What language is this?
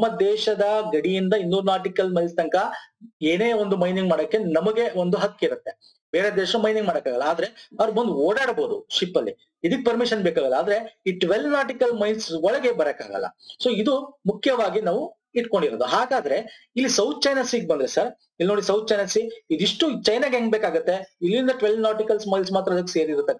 Kannada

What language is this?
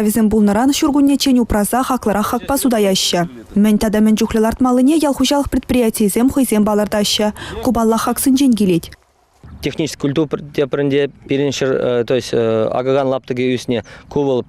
Chuvash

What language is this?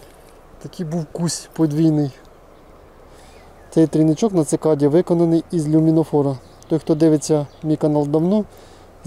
Ukrainian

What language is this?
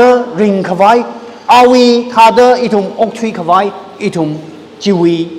Tangkhul Naga (India)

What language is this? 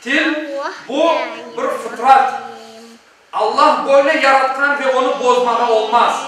Crimean Tatar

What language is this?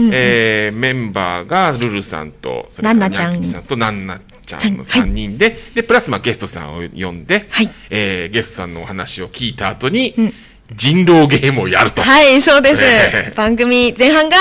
Japanese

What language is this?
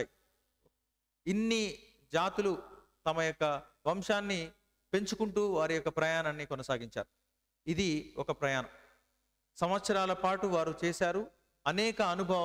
Telugu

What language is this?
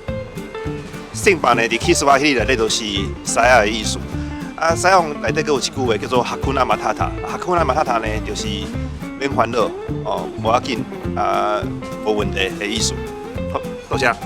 Min Nan Chinese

